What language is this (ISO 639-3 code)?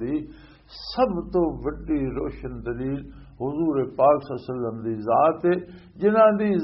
lah